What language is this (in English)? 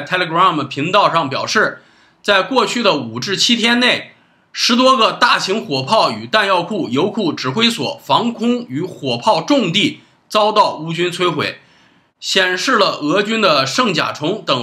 Chinese